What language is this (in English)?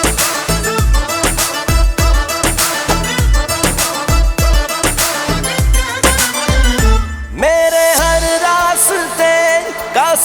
Hindi